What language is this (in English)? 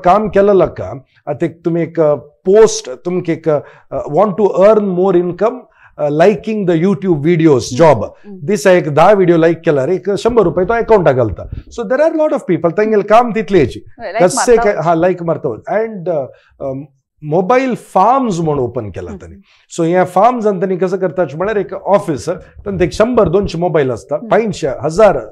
Konkani